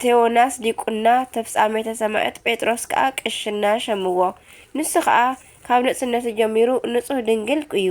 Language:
Tigrinya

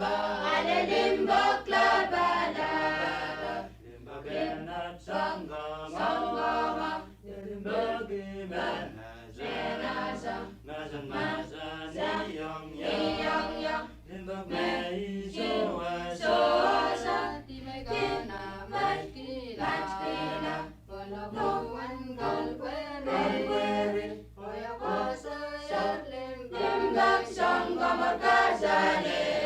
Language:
Pohnpeian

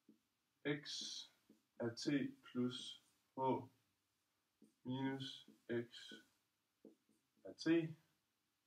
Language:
Danish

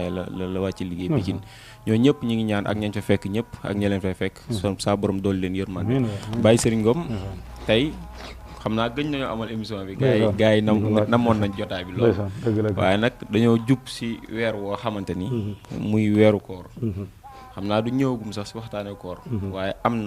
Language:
Wolof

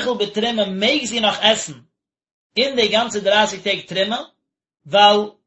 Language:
Yiddish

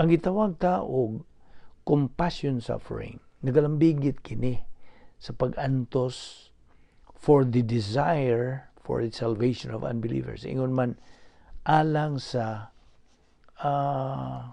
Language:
Cebuano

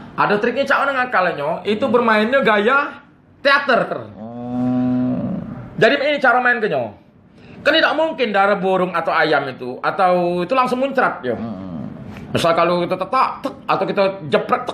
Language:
Musi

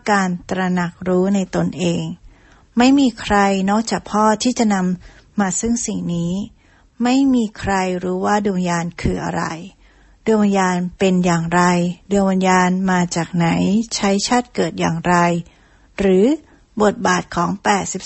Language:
Thai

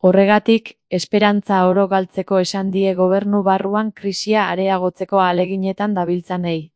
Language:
Basque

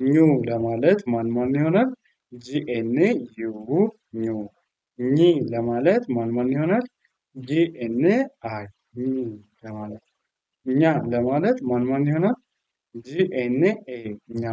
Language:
Amharic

